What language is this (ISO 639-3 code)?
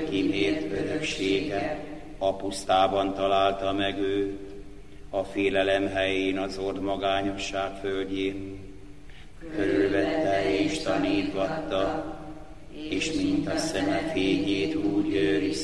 hun